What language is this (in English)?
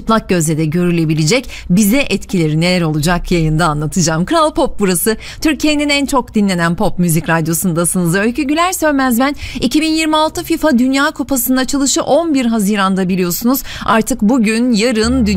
Turkish